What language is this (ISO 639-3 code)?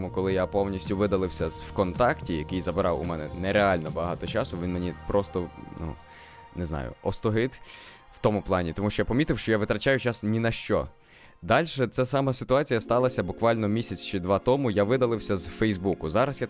ukr